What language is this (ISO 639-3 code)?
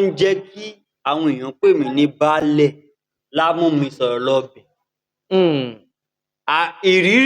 yor